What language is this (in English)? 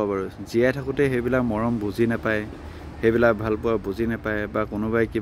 Assamese